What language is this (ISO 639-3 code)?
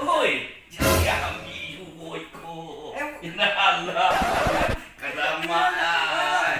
min